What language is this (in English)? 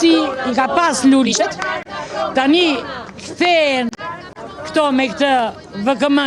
Albanian